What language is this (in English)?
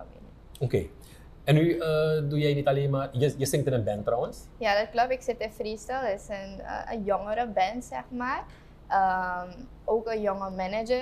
Dutch